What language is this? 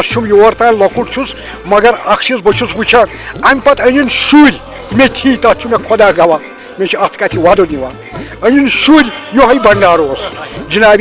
Kashmiri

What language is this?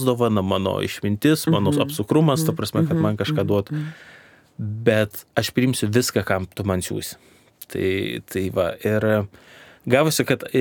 Lithuanian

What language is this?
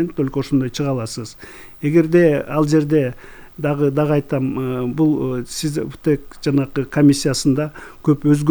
Kyrgyz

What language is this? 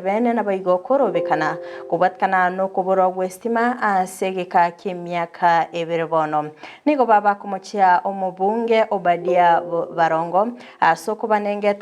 Gusii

